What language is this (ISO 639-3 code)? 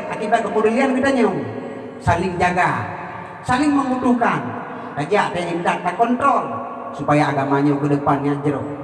ace